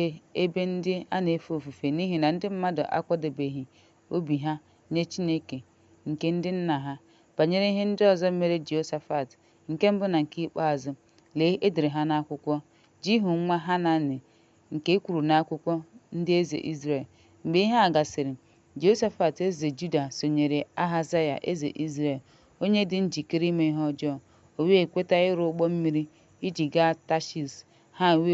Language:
Igbo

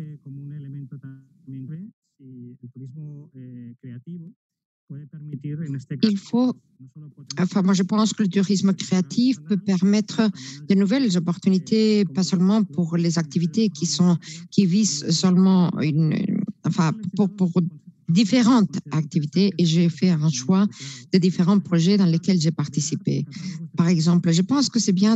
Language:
French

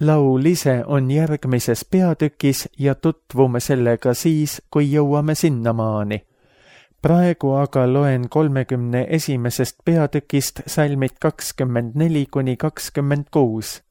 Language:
Estonian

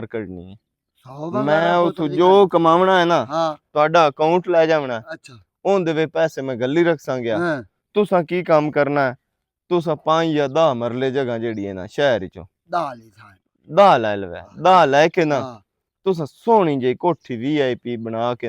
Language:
Western Panjabi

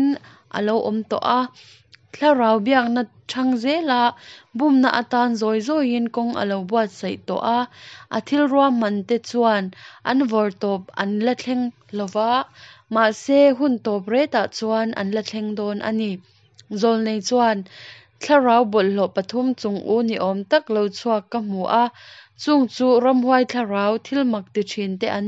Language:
Mizo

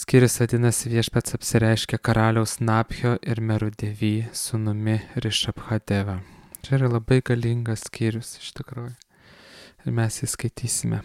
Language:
Lithuanian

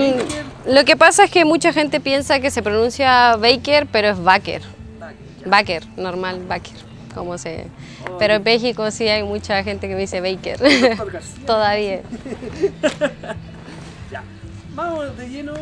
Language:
Spanish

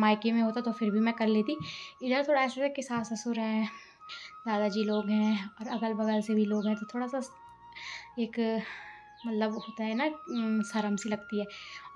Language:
Hindi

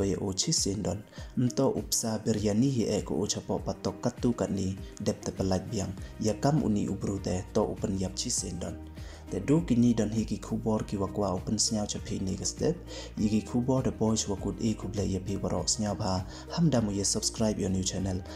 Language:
Pnar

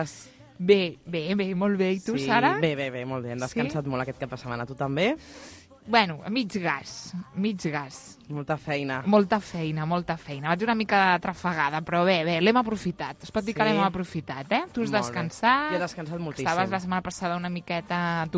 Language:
Catalan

